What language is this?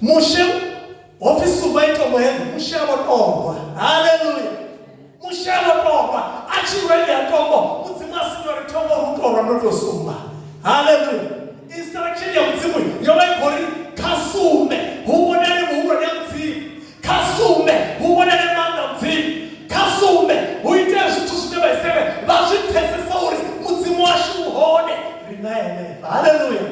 Venda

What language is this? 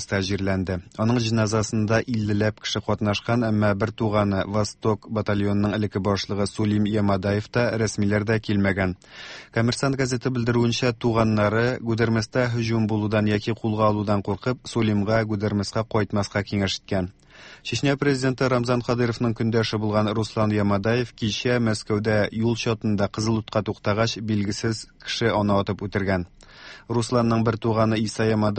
Tatar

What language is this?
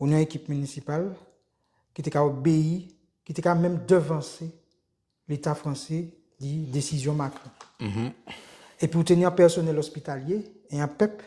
Guadeloupean Creole French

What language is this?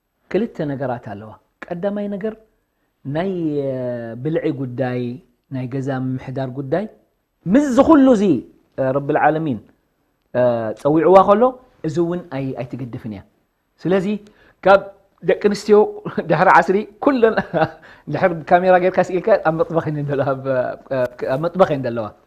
Tigrinya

